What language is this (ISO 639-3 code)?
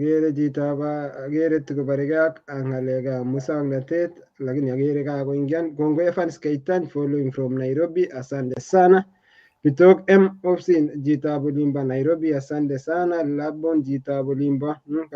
kln